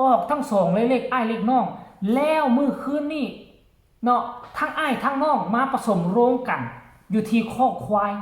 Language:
Northeastern Thai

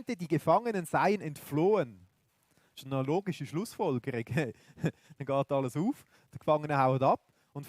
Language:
Swiss German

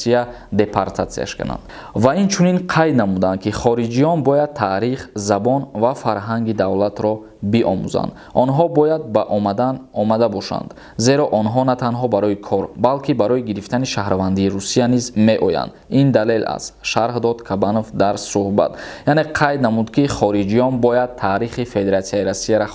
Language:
Tajik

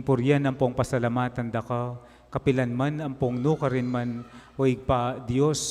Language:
Pampanga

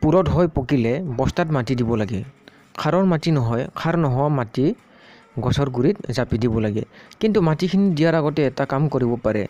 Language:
Assamese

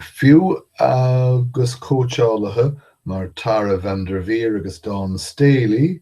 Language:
Irish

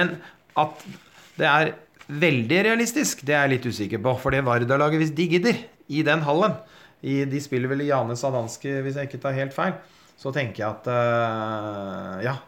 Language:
Norwegian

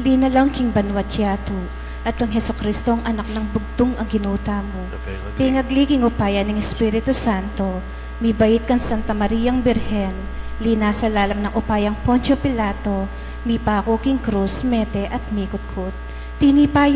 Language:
Pampanga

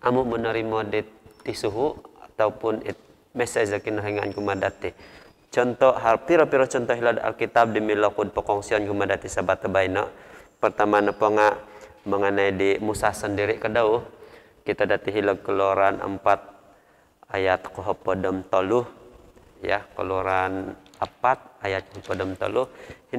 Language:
Central Dusun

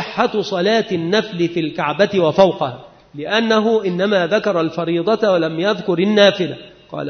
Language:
Arabic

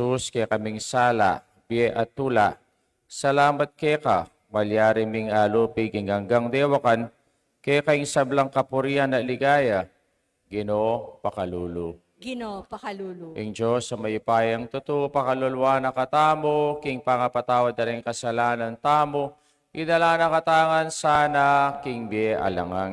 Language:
Pampanga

